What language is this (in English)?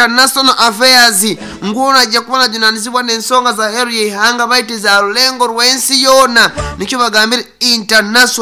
Nyoro